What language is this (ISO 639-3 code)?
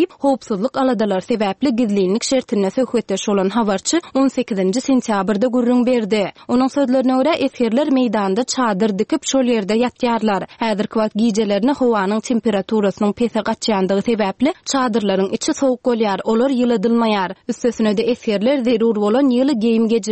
tuk